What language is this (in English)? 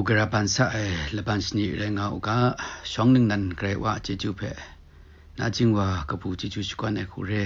Kachin